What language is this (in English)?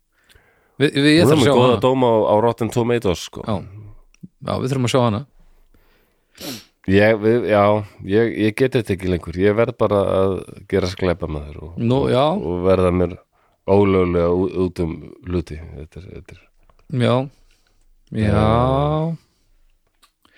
Icelandic